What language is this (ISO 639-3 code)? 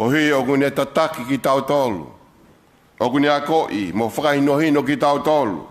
ton